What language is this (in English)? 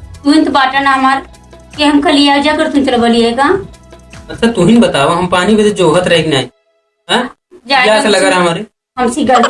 Awadhi